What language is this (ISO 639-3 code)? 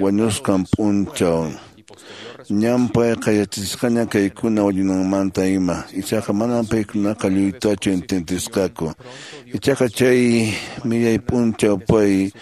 que